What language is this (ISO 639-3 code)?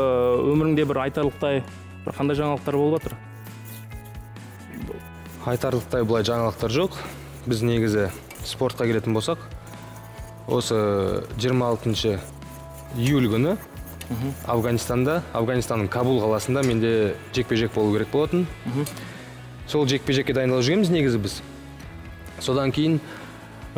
kaz